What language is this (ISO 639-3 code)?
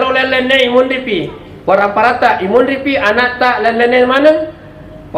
bug